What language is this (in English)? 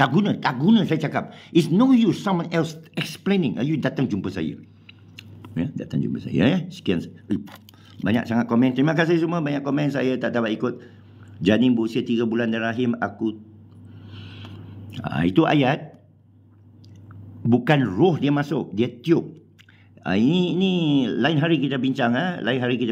Malay